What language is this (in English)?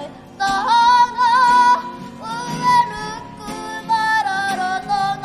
Māori